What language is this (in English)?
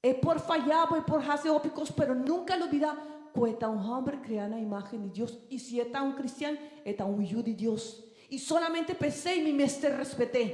Papiamento